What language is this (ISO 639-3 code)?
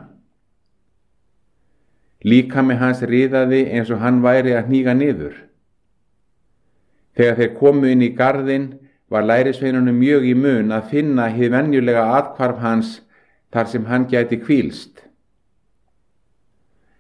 isl